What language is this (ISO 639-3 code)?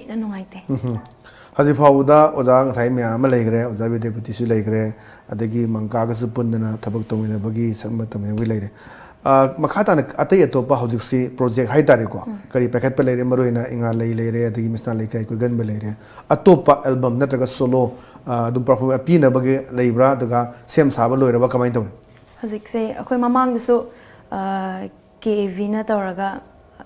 mni